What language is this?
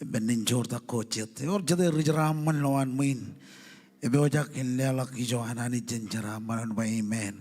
Marshallese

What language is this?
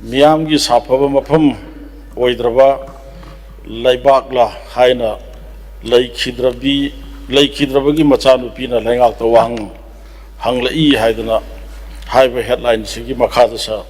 Manipuri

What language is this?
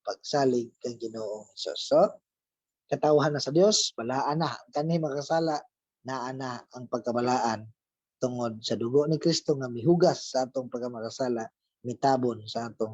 Cebuano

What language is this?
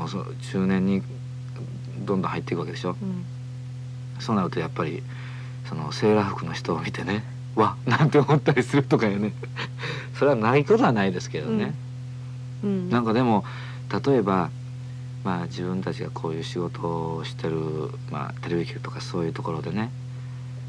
Japanese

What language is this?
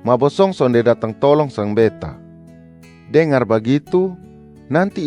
Kupang Malay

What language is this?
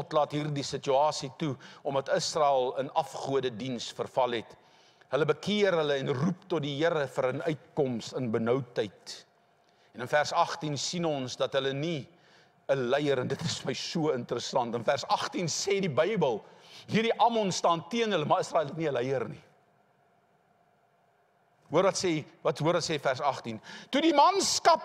Afrikaans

